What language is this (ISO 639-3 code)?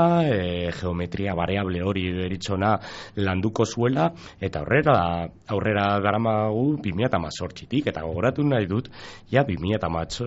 eus